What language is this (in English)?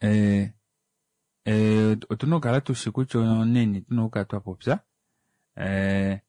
Kuanyama